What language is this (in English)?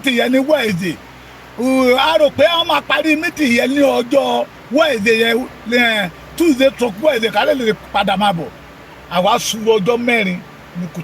Yoruba